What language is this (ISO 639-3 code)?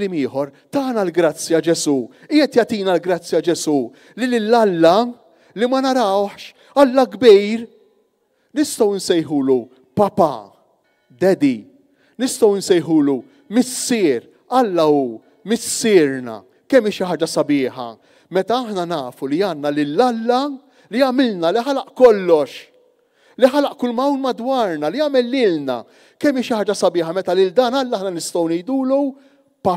mlt